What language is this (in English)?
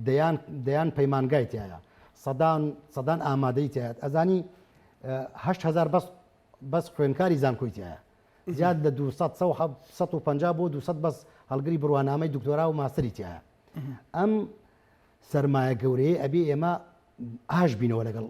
Central Kurdish